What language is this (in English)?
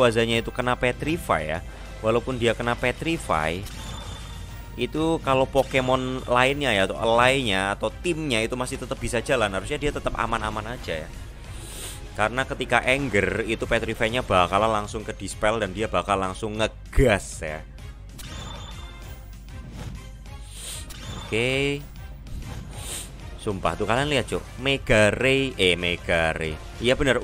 Indonesian